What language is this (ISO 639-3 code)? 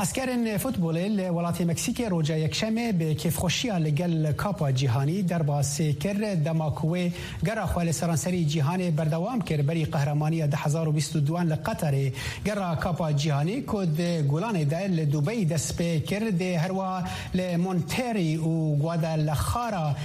kur